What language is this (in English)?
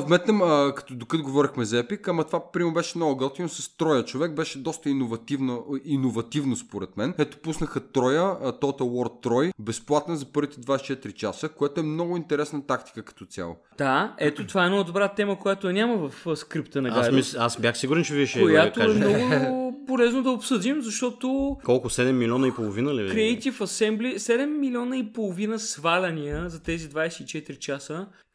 Bulgarian